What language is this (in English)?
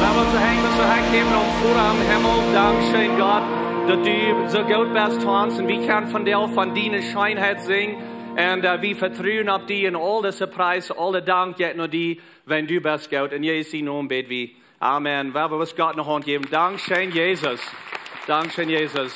Plautdietsch